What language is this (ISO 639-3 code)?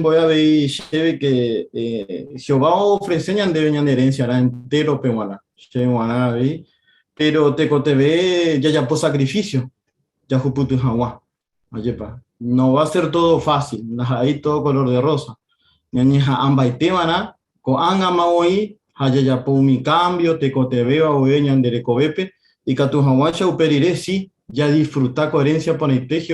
grn